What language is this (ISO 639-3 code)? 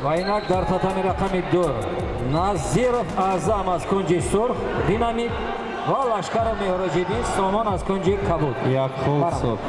tgk